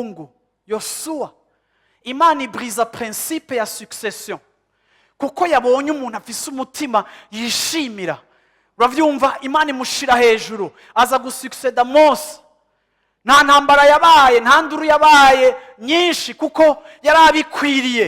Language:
Rundi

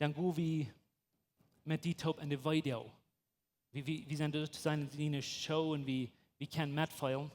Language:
Plautdietsch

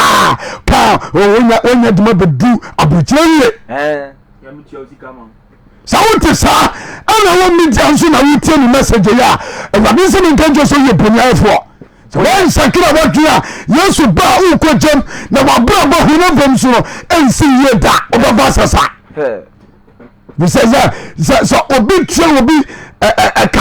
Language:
Akan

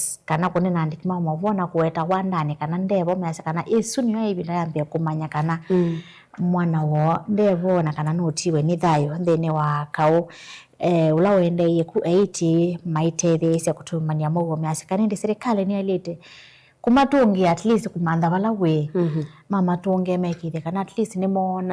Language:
Kamba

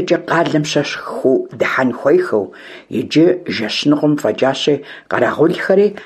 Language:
Kabardian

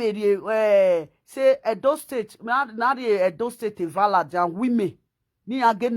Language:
Nigerian Pidgin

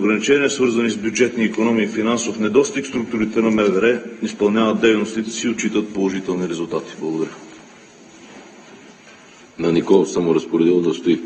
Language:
Bulgarian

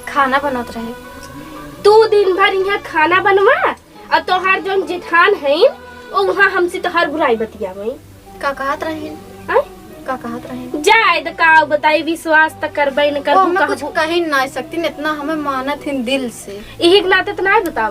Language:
Awadhi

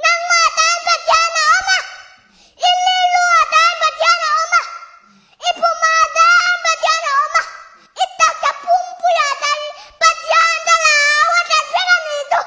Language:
Tedim Chin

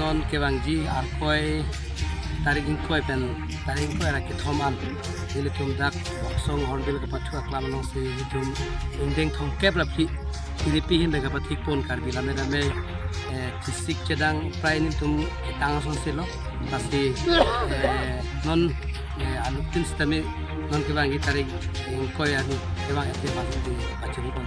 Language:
Karbi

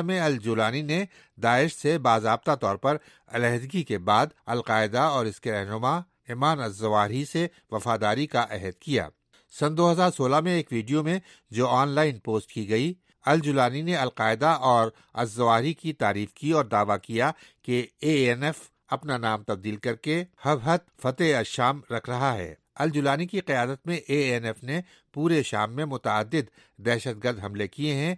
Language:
Urdu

